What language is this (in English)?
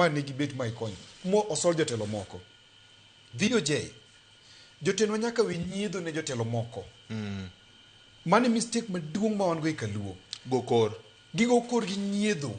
Luo (Kenya and Tanzania)